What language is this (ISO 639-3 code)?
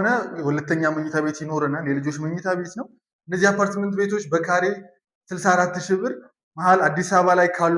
amh